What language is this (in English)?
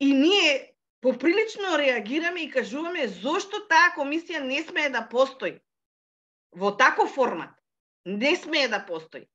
Macedonian